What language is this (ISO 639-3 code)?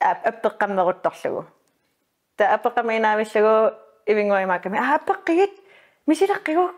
kal